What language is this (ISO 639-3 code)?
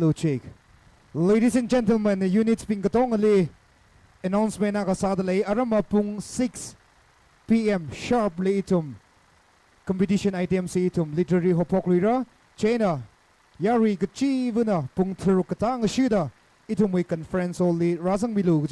nmf